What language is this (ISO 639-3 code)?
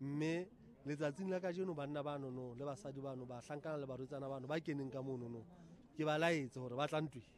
sot